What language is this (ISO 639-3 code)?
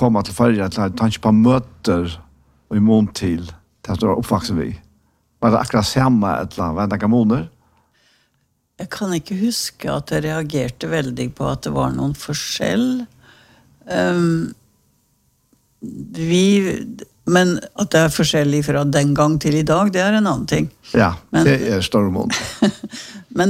nor